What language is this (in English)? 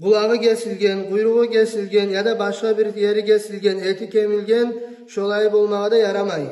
Kumyk